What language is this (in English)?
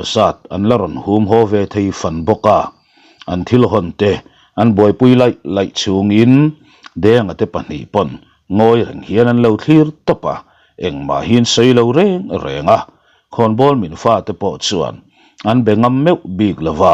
Mizo